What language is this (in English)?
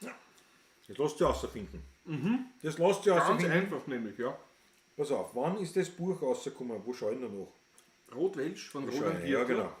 Bavarian